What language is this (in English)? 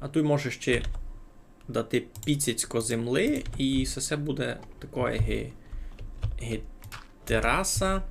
Rusyn